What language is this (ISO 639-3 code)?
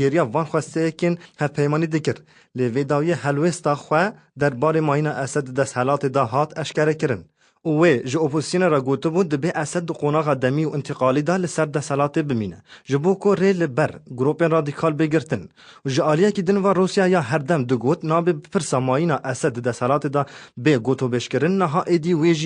kur